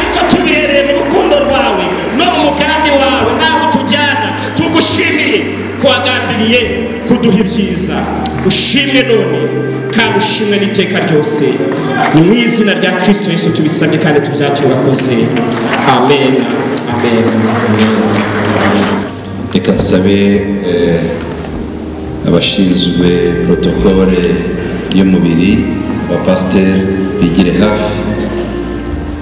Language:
Kinyarwanda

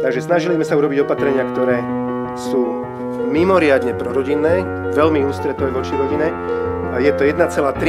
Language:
Slovak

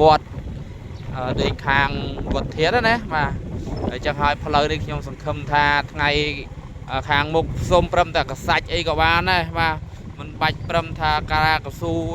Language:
Khmer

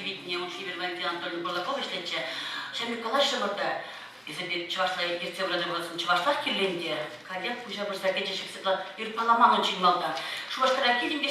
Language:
Chuvash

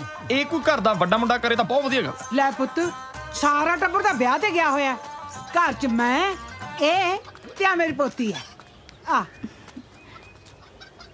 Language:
Punjabi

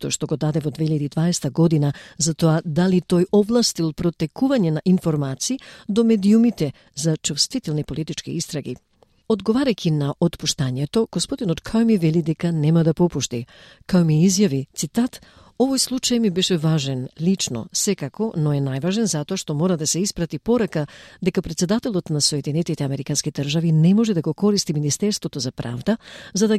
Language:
Macedonian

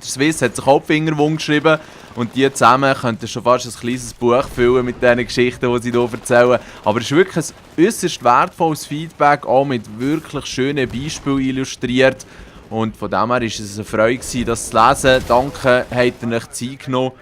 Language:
Swiss German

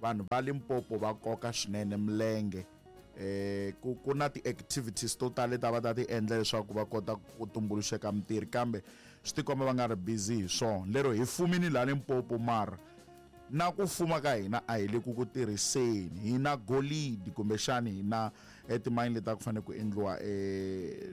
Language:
Tsonga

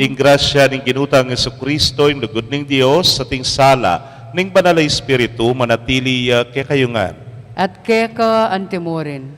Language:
Pampanga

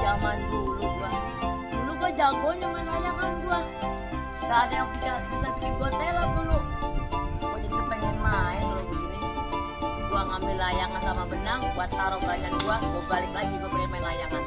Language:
Betawi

